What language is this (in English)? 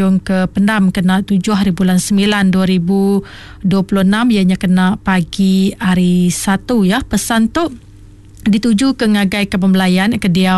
Iban